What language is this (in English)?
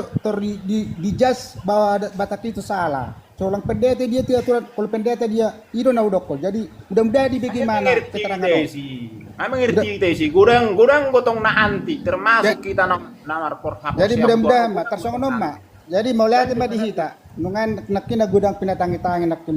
Batak Toba